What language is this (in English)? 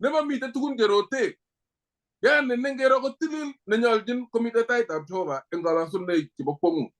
Kalenjin